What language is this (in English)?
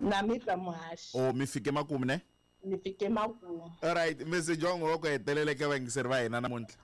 Tsonga